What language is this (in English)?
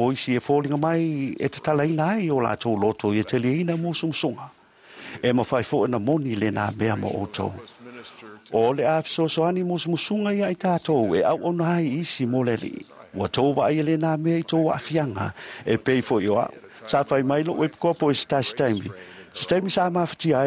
Samoan